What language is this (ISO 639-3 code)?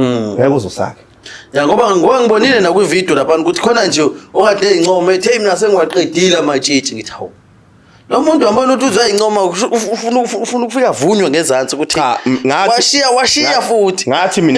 zul